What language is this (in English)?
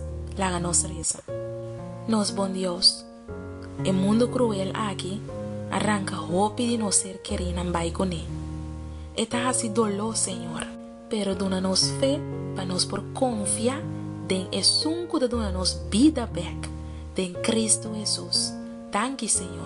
Papiamento